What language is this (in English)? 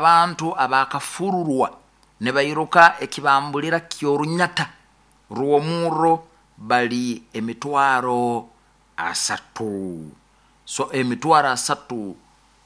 Nyoro